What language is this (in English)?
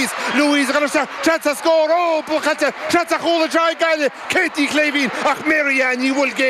Irish